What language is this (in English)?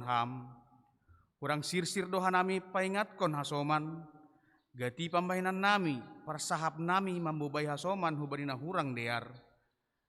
Batak Simalungun